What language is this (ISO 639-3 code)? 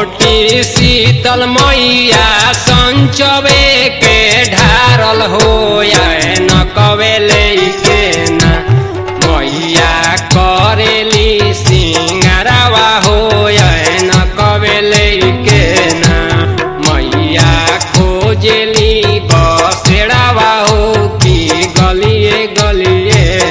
bho